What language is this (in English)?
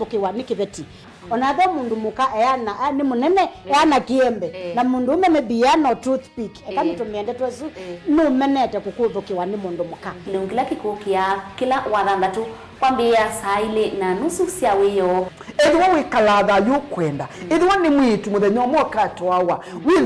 Kamba